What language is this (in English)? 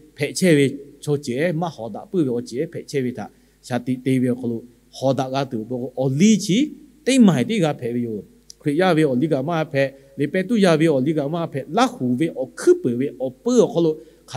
Lahu